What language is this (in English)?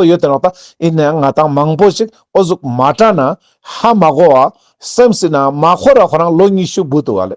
Ladakhi